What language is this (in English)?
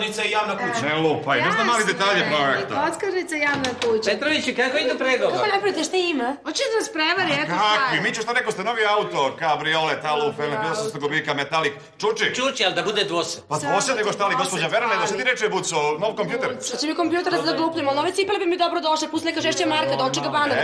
Serbian